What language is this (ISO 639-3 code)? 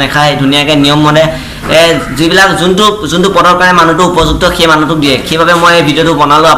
asm